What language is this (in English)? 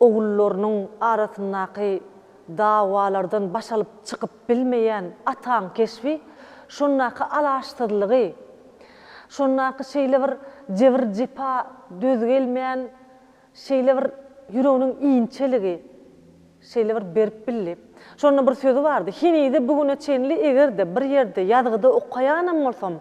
Turkmen